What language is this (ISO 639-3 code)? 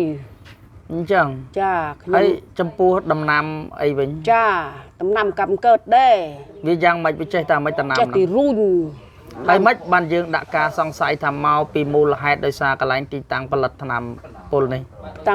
khm